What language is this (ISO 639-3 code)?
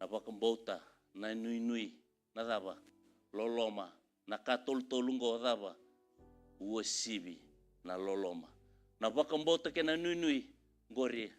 fij